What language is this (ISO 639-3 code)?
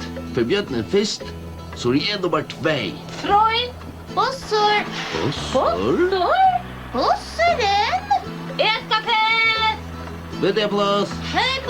fao